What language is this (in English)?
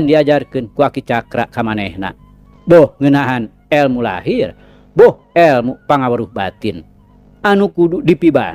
Sundanese